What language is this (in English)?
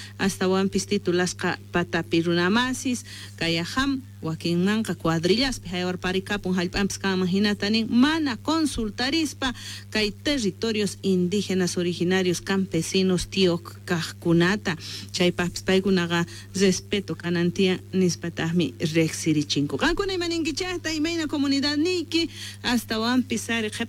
South Bolivian Quechua